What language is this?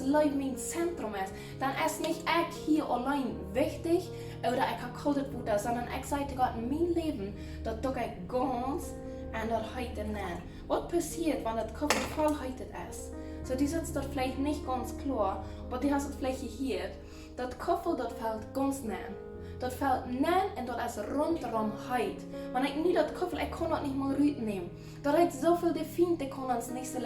Plautdietsch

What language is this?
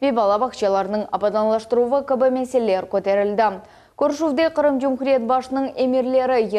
Crimean Tatar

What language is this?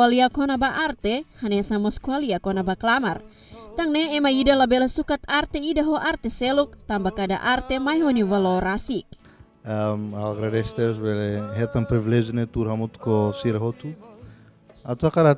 Tetum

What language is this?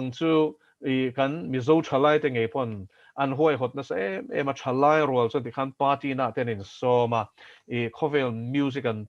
Mizo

